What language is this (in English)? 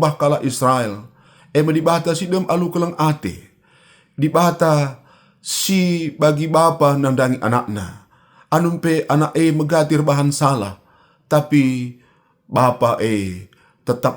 Batak Karo